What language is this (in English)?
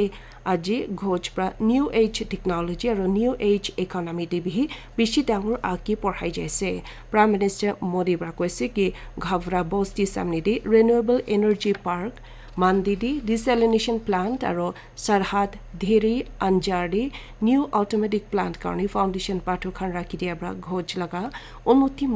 Naga Pidgin